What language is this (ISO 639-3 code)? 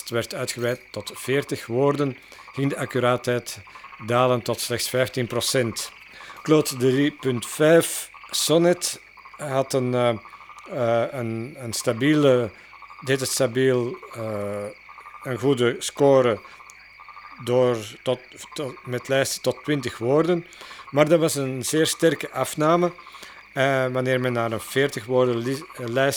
nld